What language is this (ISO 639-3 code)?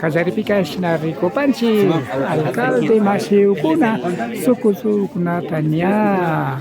qvi